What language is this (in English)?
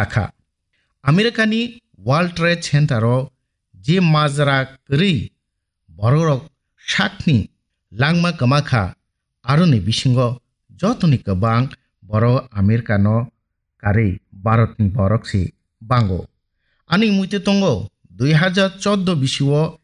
Kok Borok